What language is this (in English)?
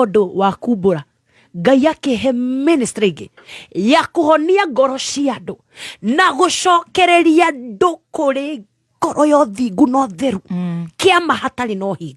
Kikuyu